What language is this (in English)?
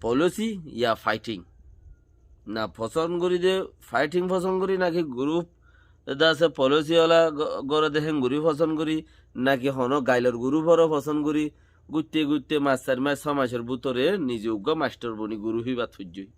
Rohingya